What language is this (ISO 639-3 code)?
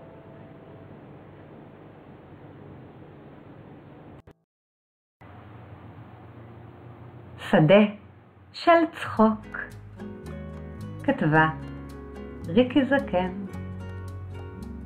heb